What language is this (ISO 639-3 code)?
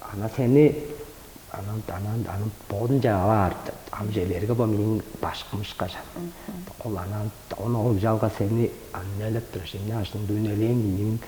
tyv